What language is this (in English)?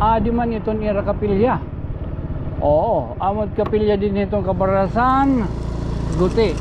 Waray